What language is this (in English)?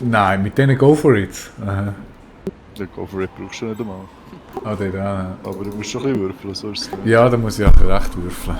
Swiss German